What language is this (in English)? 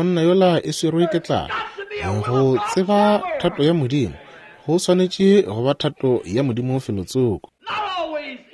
Northern Sotho